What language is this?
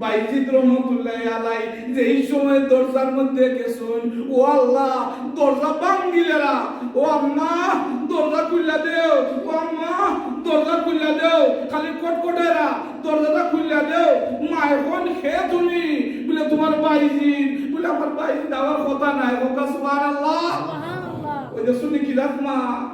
Sylheti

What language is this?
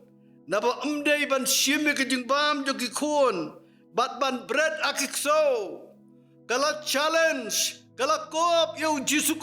Khasi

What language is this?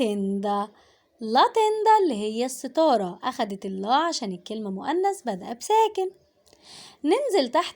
Egyptian Arabic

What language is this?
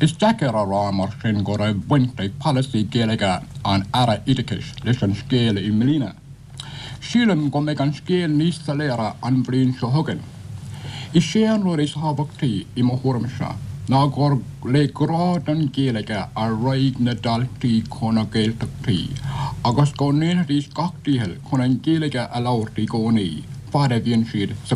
Irish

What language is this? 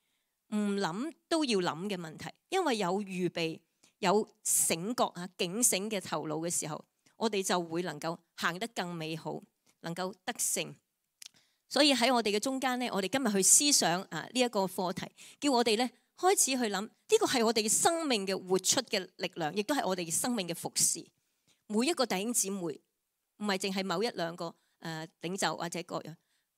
Cantonese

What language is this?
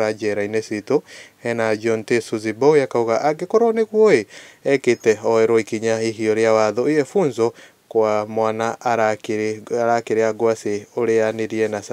Kikuyu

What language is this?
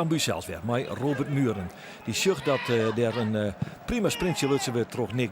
Western Frisian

